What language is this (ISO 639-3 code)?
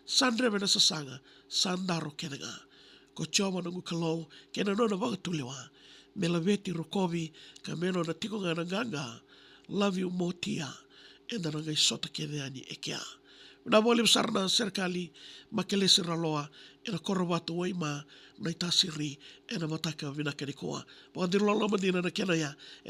fij